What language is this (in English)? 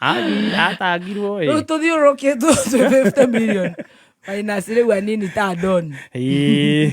Kikuyu